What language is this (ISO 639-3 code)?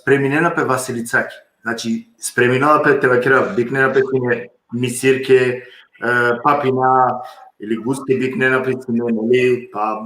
rmn